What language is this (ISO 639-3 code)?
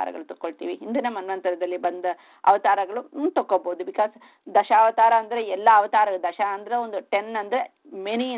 kan